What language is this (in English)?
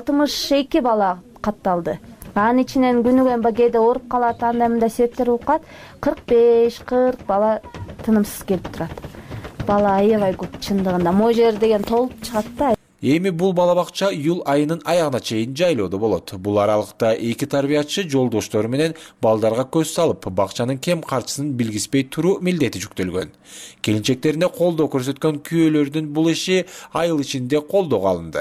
Kyrgyz